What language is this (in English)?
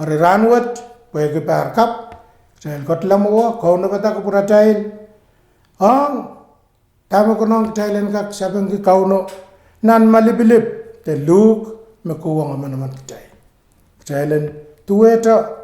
Pohnpeian